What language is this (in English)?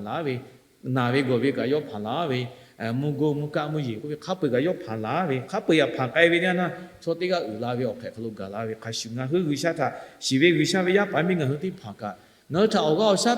Lahu